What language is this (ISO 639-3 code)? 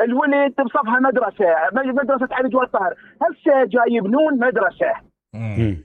acm